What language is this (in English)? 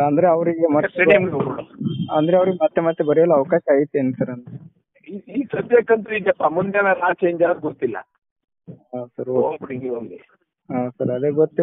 Kannada